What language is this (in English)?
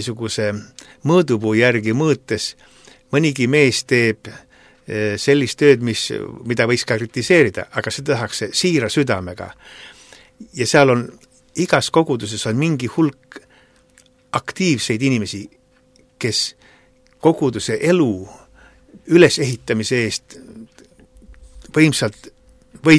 Estonian